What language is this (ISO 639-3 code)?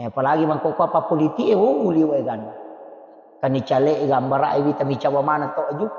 bug